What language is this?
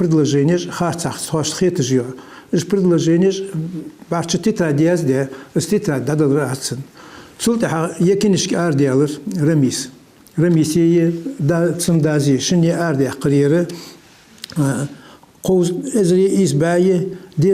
Ingush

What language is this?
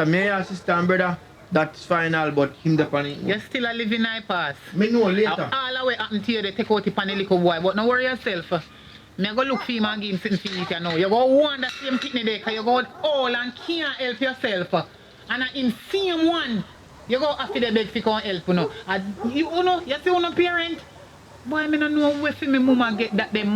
Jamaican Creole English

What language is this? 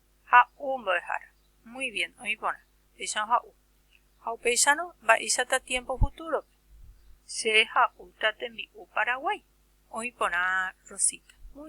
Guarani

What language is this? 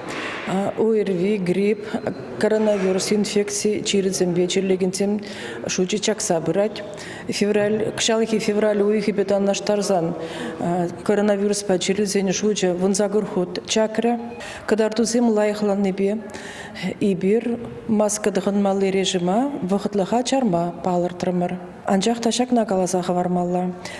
Chuvash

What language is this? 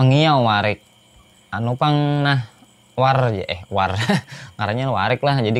Banjar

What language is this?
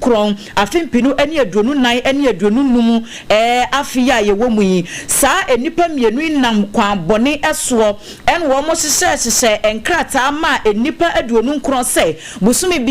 Akan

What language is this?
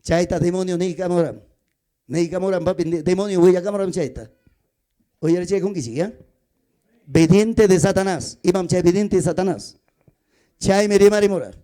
Ayacucho Quechua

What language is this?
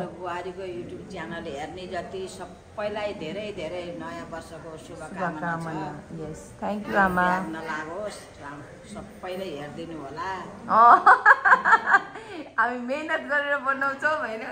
Nepali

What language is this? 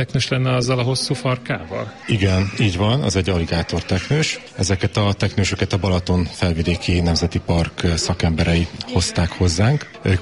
Hungarian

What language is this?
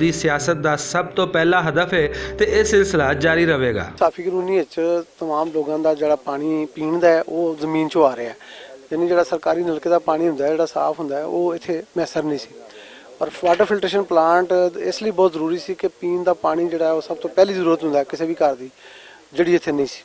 Western Panjabi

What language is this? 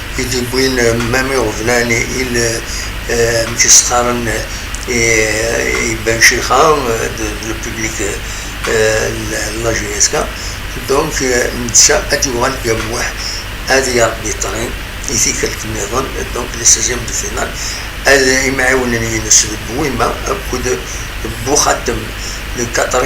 Kabyle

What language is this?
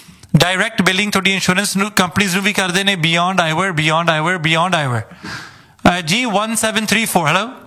Punjabi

